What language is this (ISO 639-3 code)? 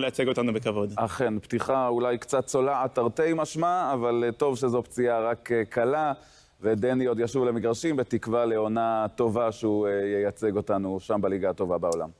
heb